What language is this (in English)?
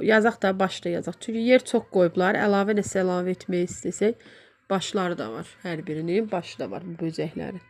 Azerbaijani